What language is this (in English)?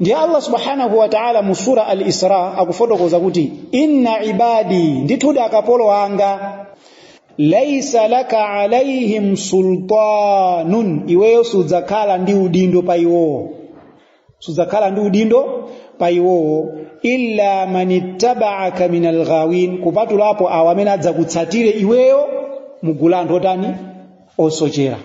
Nyanja